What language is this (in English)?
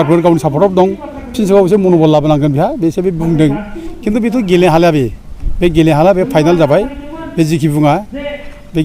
Bodo